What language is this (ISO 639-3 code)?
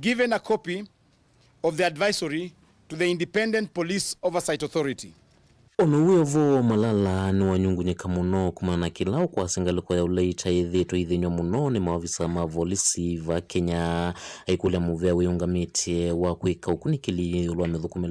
kam